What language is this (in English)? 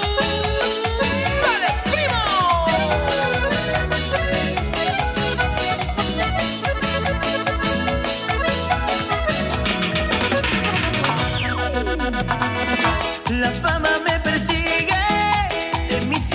Spanish